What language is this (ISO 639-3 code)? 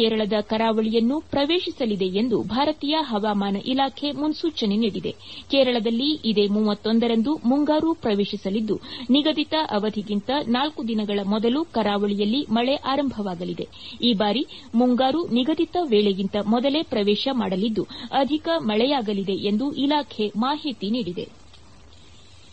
kan